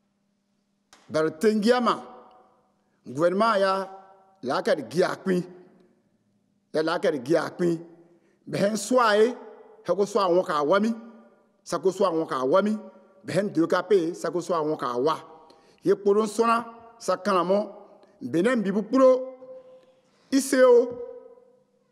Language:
French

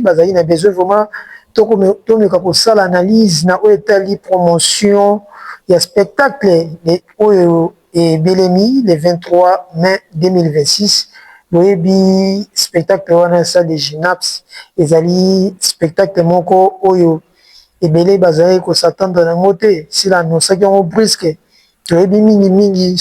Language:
Lingala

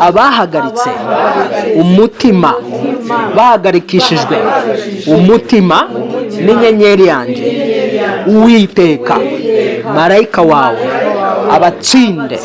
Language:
Kinyarwanda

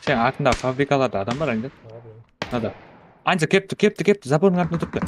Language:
Kara-Kalpak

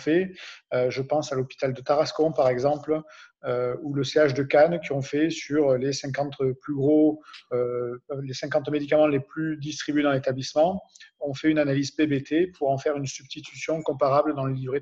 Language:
French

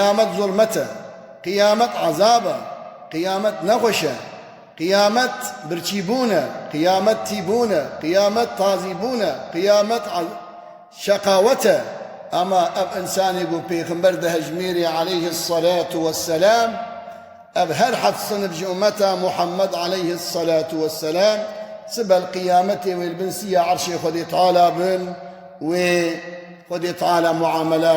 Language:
Kurdish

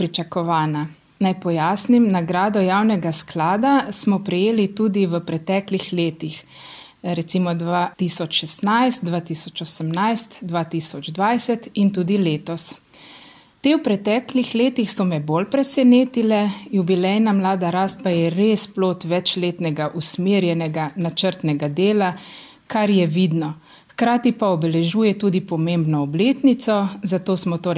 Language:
Slovenian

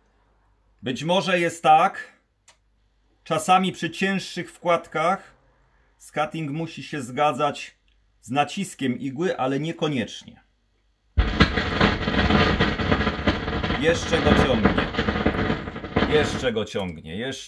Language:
Polish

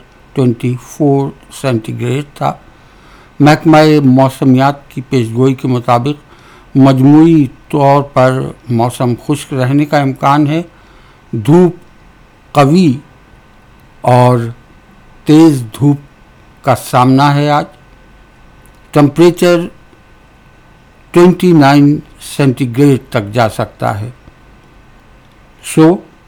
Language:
Urdu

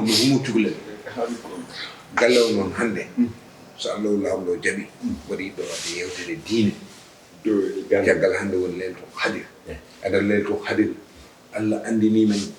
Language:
Fula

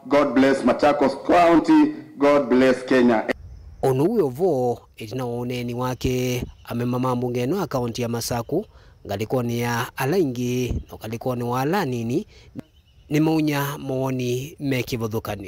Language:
Kamba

